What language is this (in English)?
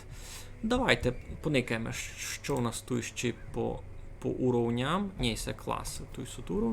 Rusyn